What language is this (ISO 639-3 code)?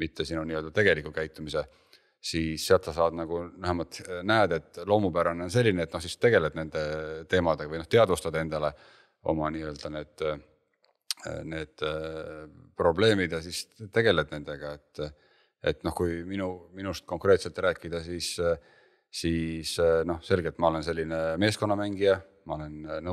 est